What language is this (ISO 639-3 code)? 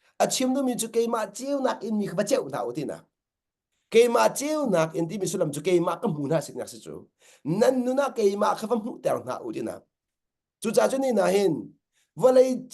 cnh